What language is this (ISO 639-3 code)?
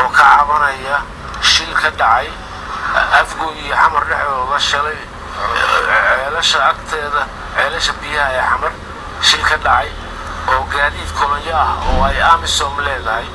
som